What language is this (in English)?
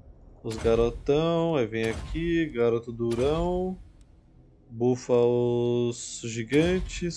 Portuguese